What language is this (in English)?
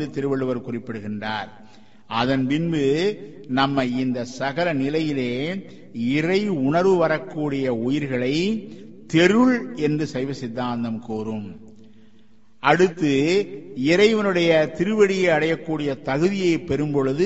Tamil